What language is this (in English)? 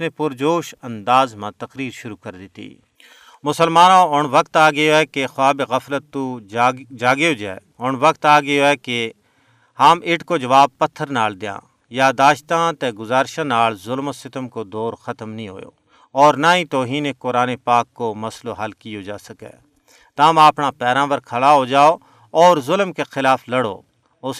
Gujari